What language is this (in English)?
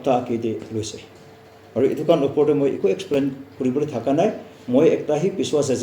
Naga Pidgin